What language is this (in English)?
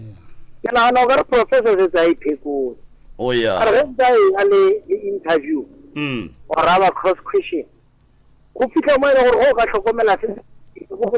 Northern Sotho